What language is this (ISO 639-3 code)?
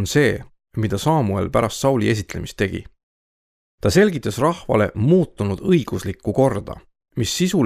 est